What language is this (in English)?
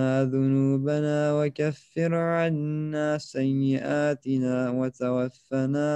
Arabic